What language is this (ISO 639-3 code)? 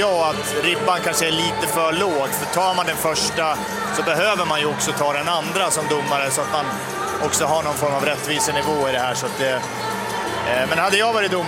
swe